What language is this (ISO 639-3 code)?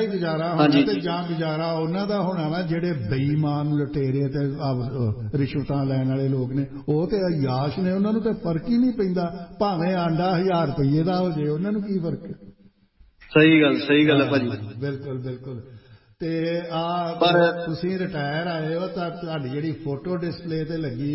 pan